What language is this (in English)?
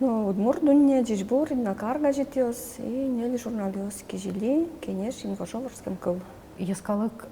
Udmurt